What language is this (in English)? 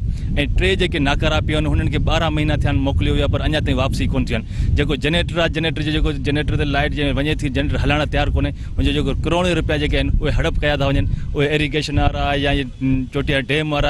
Sindhi